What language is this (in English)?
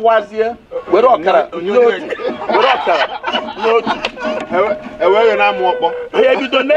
Igbo